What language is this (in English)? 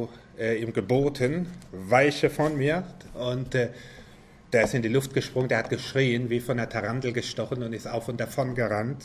German